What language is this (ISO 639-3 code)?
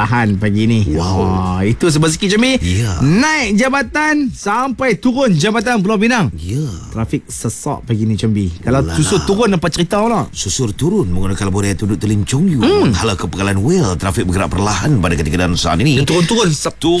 msa